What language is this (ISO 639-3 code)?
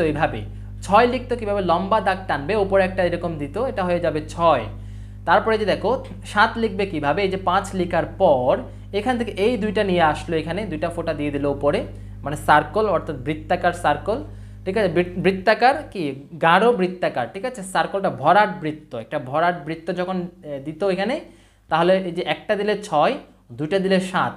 ben